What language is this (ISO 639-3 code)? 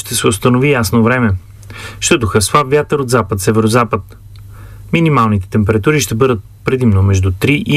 bul